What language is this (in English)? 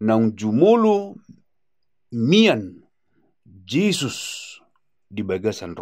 Batak Toba